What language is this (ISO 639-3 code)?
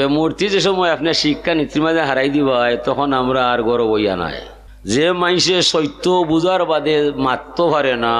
syl